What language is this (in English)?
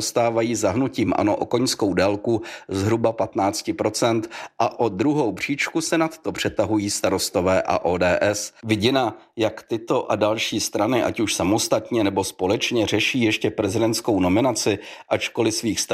Czech